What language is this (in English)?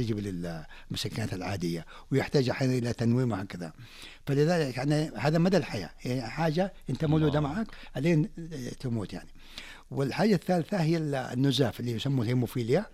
Najdi Arabic